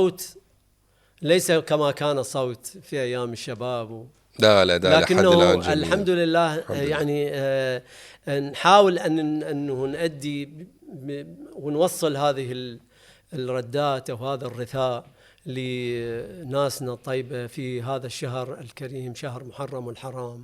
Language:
Mesopotamian Arabic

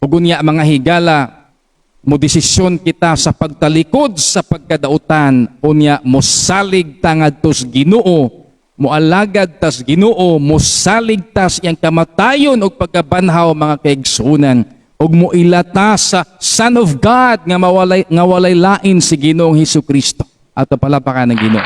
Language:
Cebuano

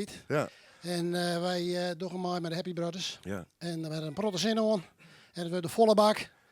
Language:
Western Frisian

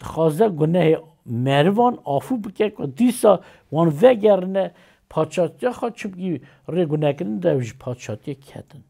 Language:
Kurdish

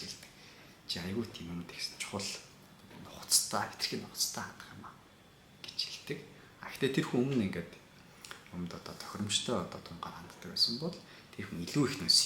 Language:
Mongolian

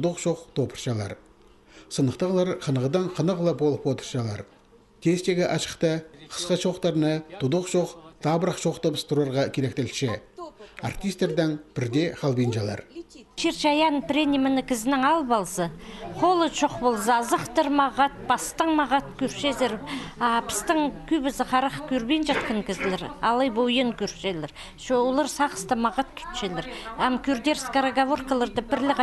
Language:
Khakas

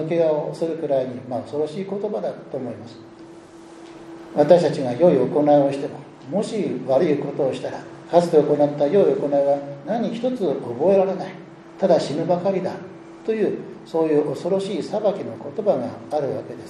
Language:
Japanese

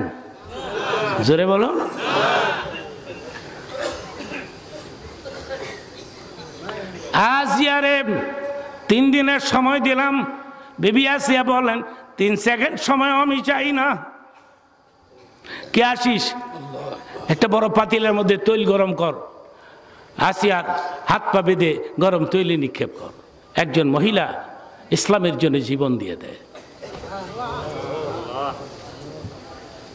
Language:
Bangla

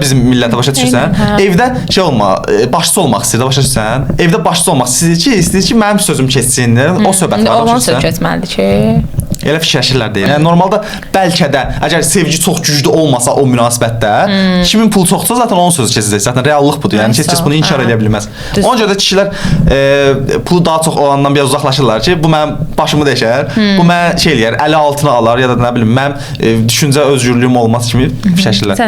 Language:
Azerbaijani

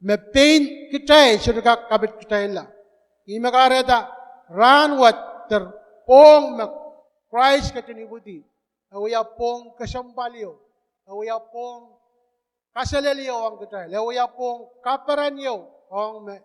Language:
Pohnpeian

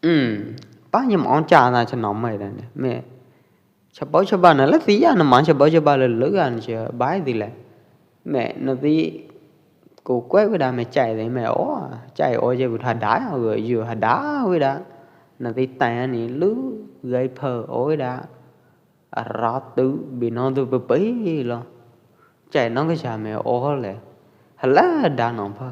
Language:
Pwo Eastern Karen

